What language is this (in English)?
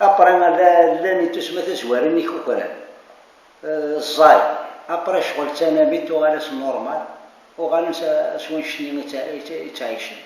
Kabyle